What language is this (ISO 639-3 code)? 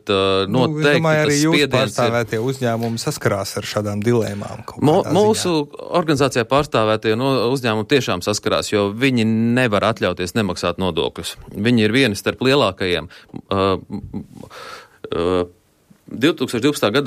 lav